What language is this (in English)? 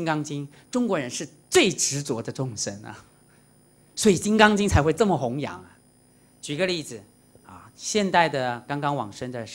Chinese